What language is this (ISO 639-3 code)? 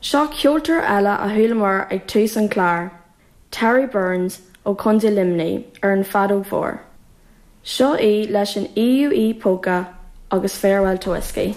gle